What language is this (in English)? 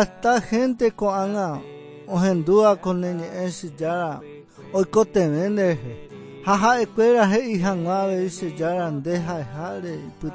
Guarani